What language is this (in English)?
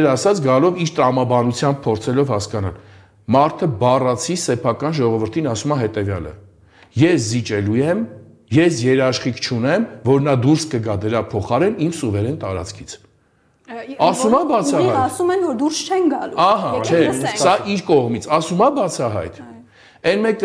Armenian